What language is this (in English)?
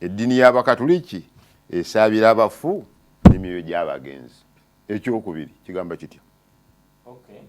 Ganda